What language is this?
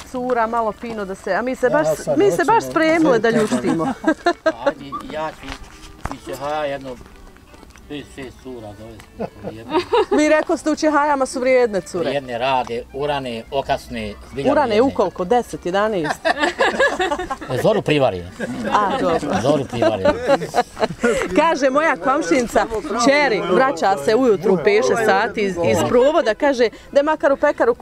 Bosnian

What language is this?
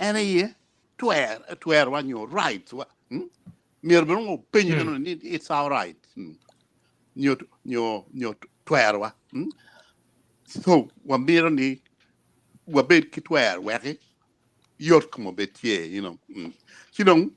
Acoli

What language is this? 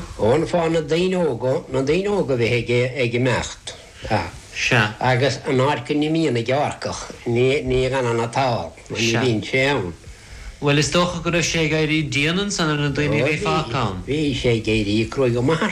Irish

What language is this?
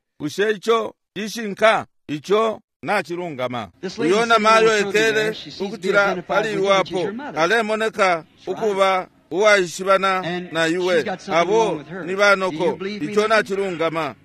Bemba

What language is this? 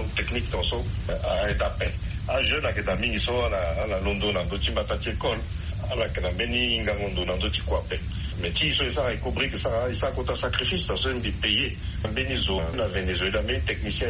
Sango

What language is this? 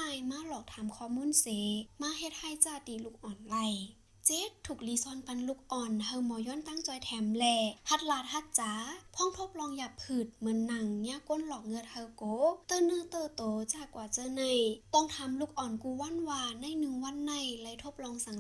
Shan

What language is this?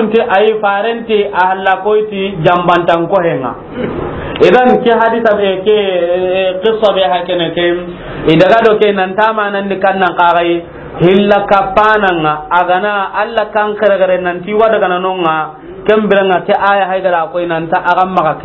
Soninke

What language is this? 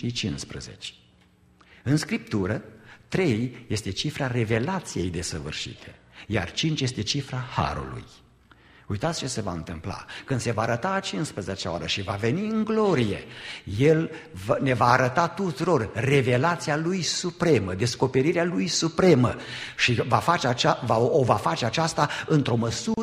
Romanian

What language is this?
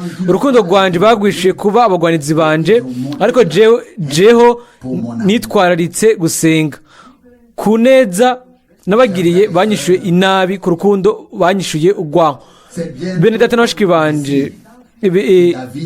Rundi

